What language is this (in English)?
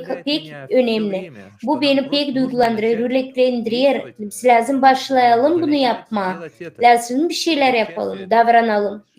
Gagauz